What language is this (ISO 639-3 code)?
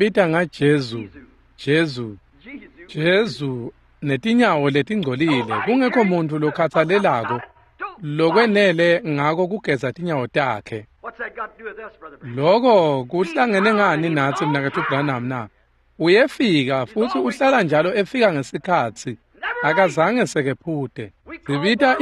ssw